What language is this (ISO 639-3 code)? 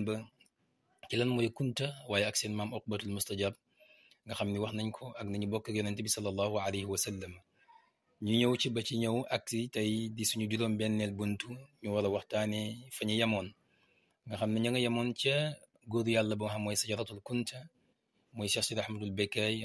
wol